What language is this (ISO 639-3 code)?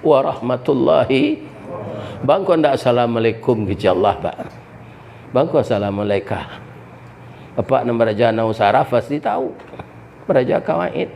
min